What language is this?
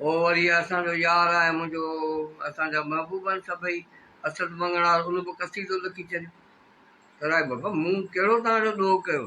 Sindhi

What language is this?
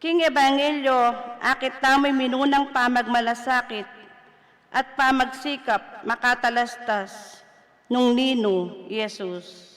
Pampanga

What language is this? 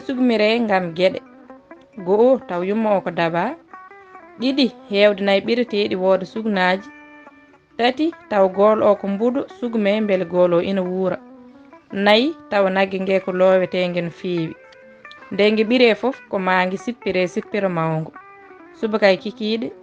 Fula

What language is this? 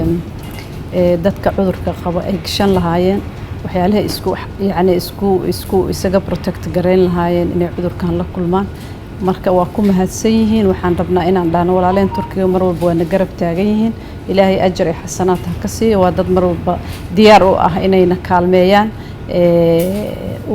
Somali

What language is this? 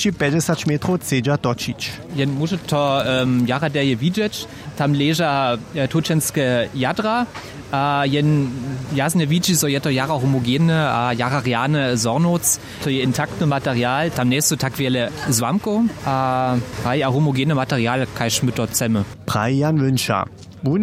Upper Sorbian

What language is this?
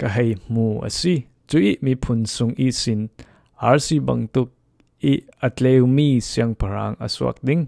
Falam Chin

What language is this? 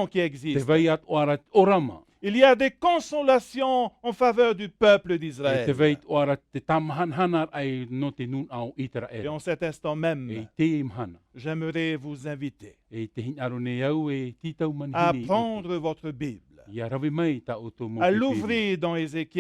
Tahitian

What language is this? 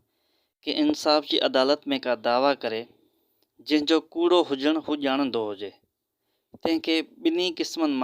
Sindhi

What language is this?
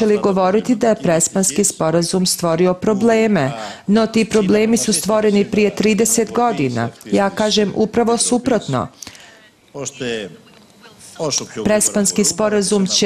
Serbian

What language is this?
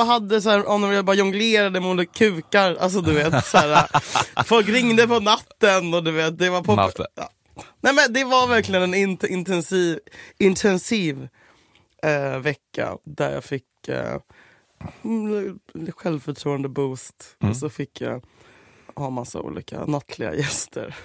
Swedish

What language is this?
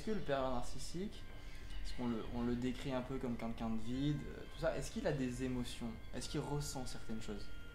French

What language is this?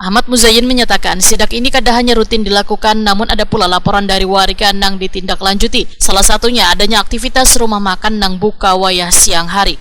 Banjar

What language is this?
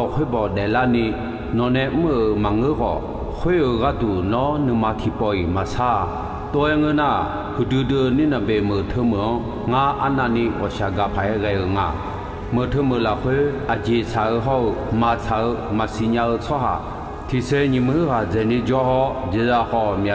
Akha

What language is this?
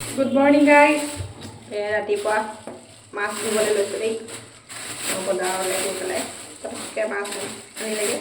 Assamese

